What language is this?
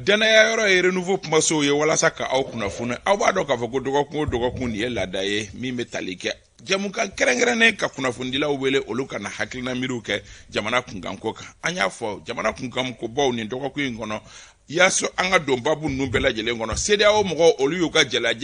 Bambara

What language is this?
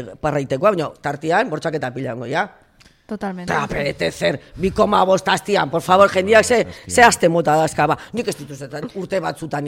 Basque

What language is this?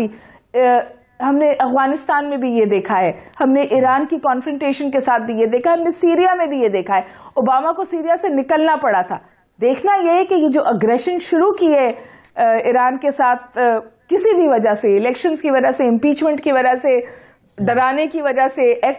Urdu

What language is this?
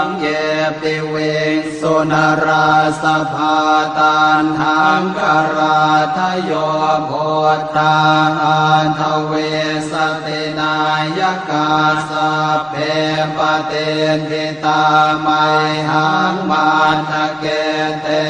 Pali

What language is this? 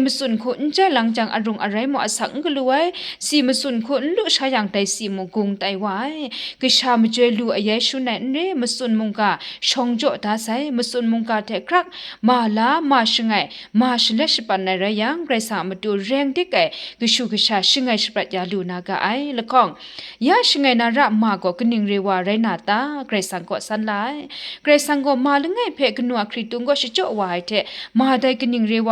Kachin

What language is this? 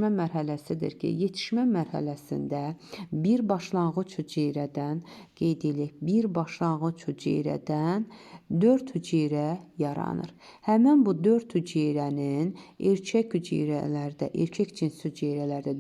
Azerbaijani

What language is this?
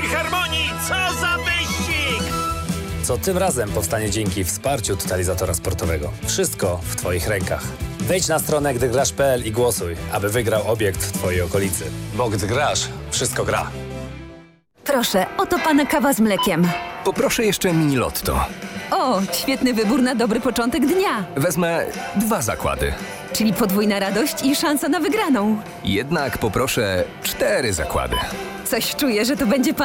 Polish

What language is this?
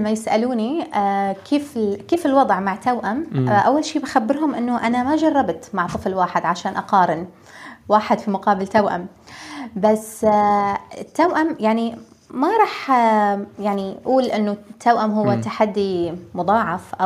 North Levantine Arabic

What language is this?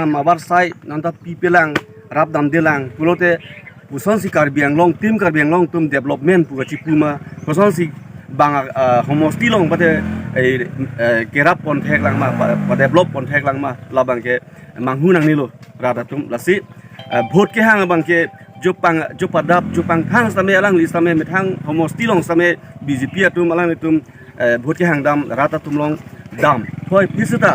Karbi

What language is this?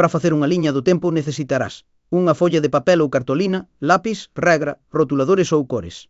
Galician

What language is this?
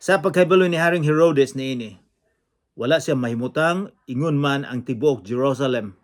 Cebuano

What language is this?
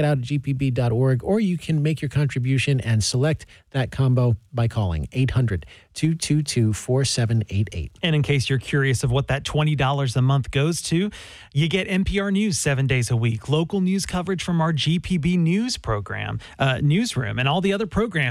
English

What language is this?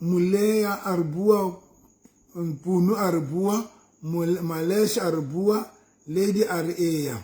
Southern Sotho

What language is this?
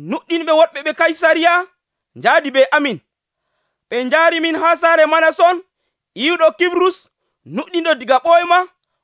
Nigerian Fulfulde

